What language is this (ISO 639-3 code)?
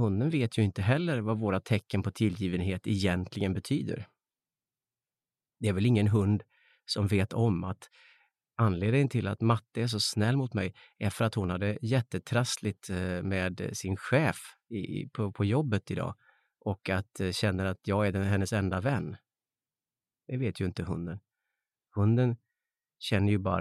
swe